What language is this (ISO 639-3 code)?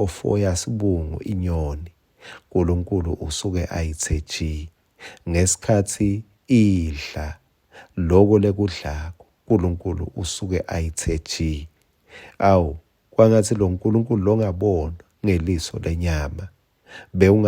ssw